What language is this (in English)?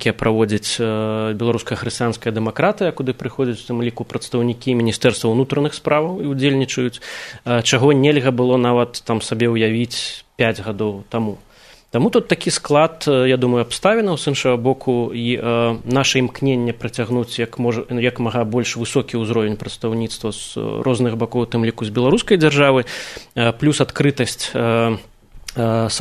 Belarusian